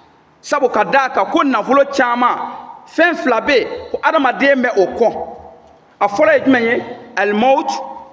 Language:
Bambara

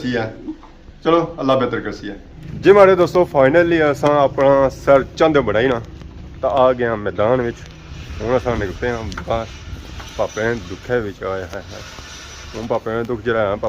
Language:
Pahari-Potwari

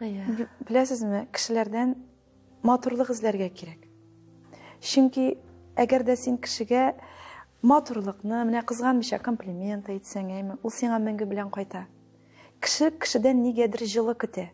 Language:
Tatar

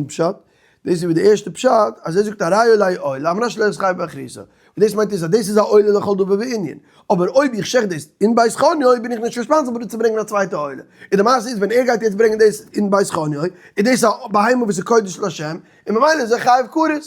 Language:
Yiddish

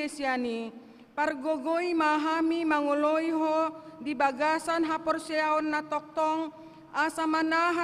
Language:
Batak Toba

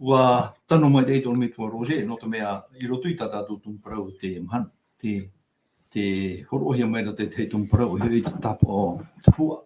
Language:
Tahitian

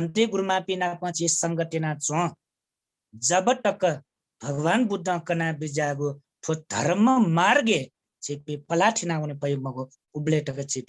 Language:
Newari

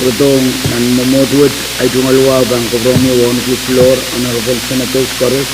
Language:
Pohnpeian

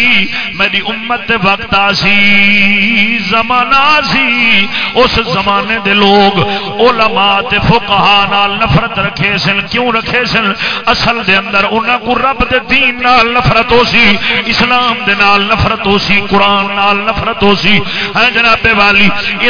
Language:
Saraiki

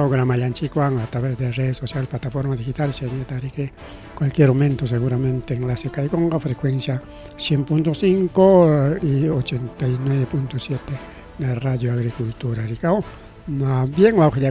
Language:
Ayacucho Quechua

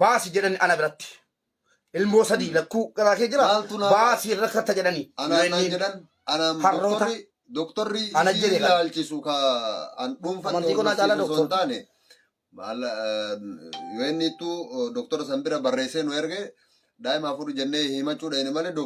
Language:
Oromo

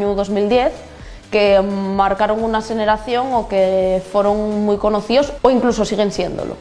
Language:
Asturian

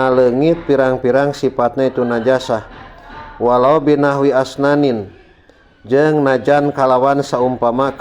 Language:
Sundanese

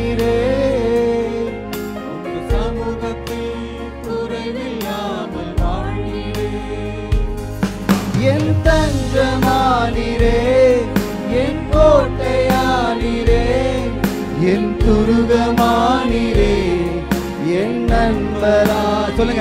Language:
Tamil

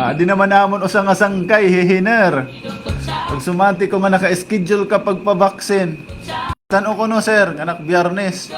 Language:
Waray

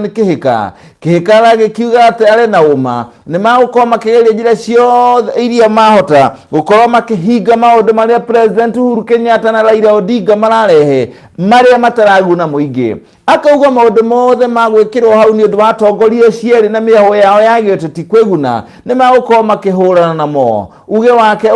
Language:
Kikuyu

